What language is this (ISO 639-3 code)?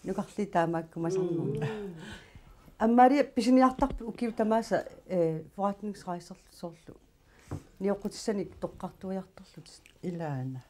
kal